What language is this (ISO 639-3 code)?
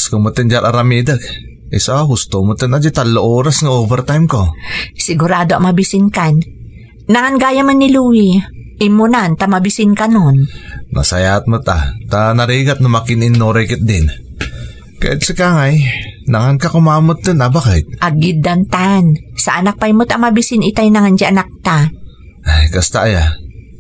ilo